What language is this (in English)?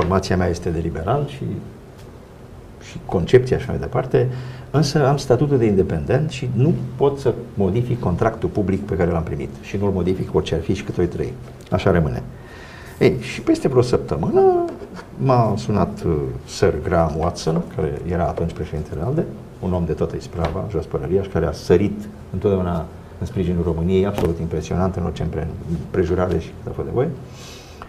Romanian